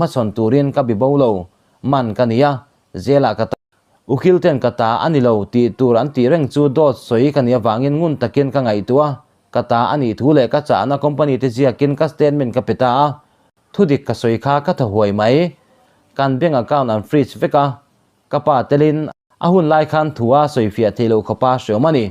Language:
Mizo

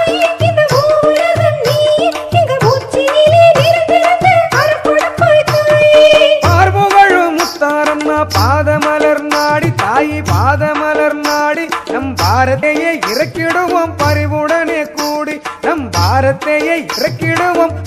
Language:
Tamil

